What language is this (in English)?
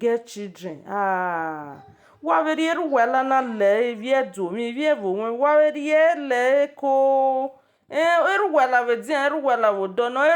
Nigerian Pidgin